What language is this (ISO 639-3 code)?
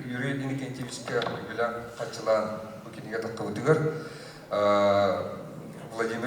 sah